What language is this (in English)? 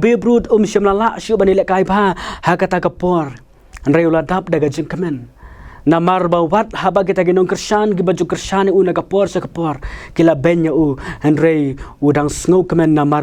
Khasi